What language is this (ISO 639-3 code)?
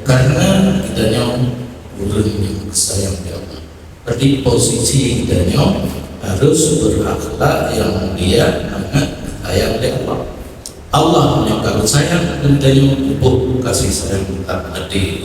ace